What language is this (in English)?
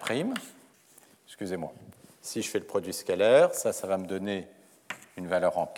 French